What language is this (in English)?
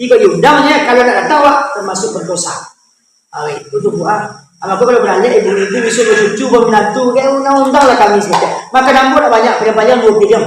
Minangkabau